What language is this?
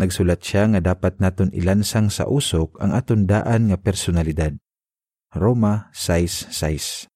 Hiligaynon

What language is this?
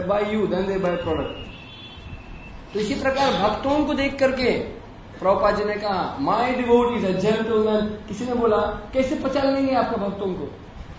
Hindi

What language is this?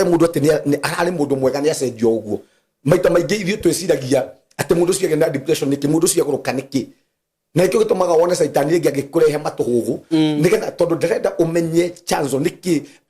Kikuyu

